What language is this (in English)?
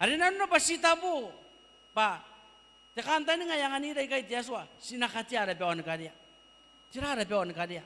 Gilbertese